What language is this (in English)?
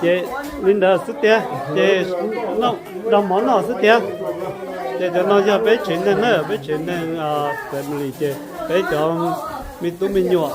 Hmong